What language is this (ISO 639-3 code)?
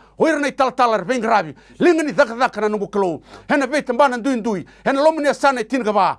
fij